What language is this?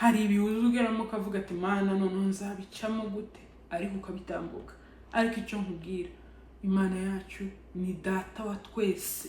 Kinyarwanda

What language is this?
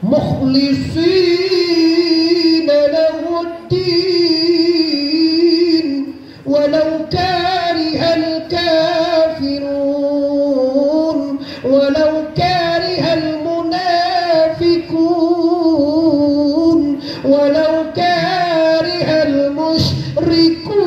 Minangkabau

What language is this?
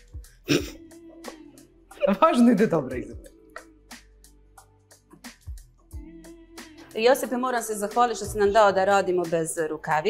Croatian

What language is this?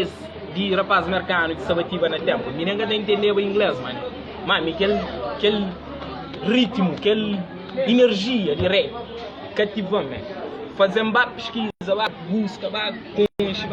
Kabuverdianu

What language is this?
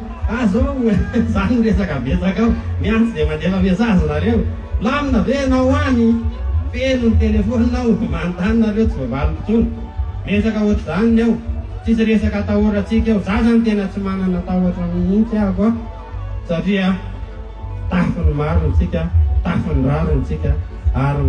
Malagasy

